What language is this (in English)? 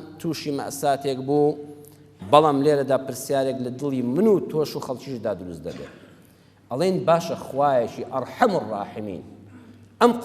Central Kurdish